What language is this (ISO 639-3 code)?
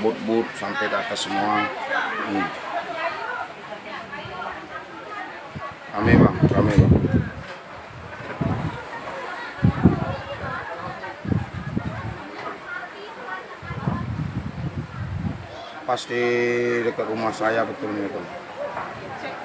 ind